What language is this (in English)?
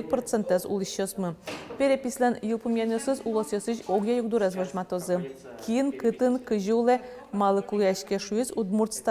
Udmurt